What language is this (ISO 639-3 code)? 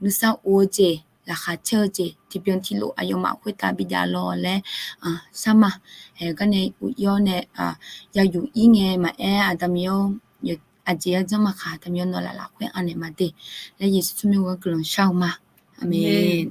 ahk